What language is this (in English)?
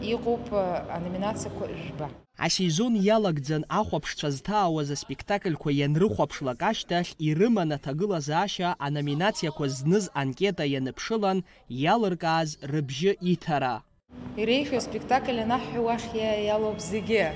Abkhazian